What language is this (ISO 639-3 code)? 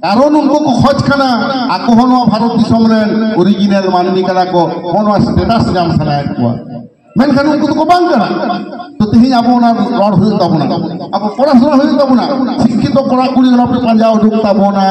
sat